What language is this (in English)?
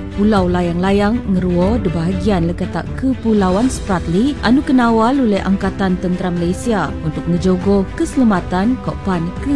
Malay